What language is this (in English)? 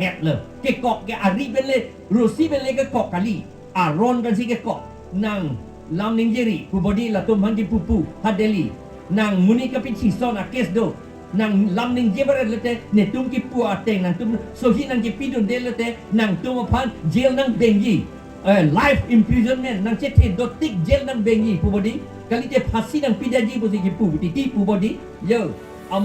Karbi